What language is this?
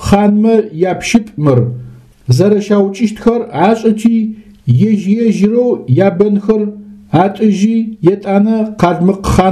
Adyghe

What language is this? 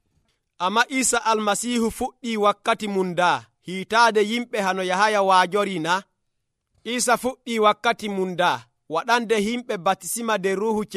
Nigerian Fulfulde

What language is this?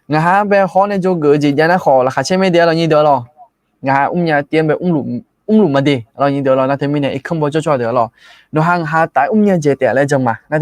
Akha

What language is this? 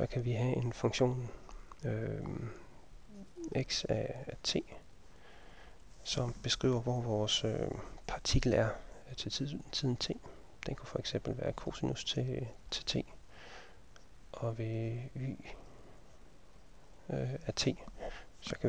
Danish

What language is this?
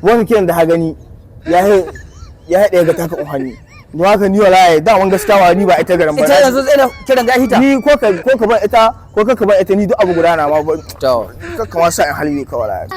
Hausa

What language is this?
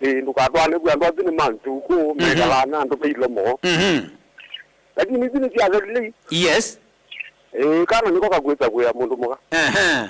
Kamba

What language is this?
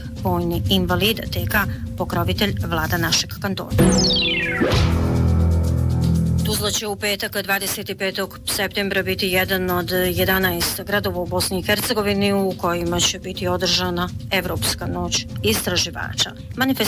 Bosnian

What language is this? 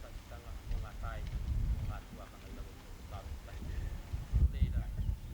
Māori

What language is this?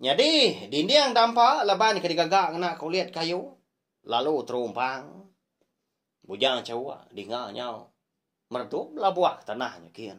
Iban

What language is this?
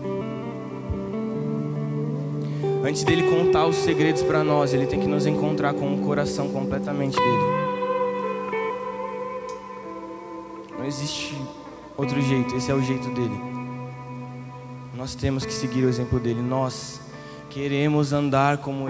Portuguese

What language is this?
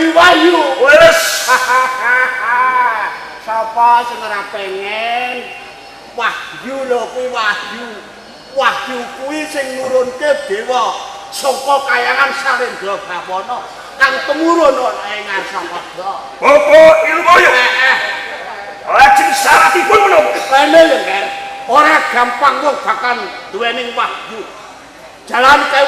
Javanese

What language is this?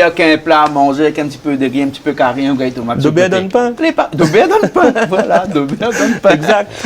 Réunion Creole French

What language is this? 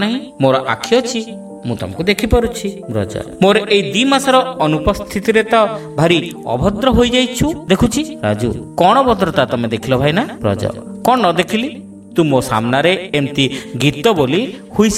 Odia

